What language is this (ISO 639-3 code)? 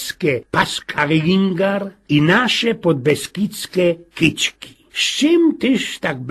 szl